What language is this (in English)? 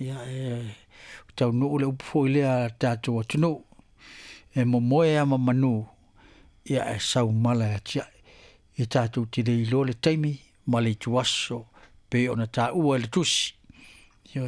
Samoan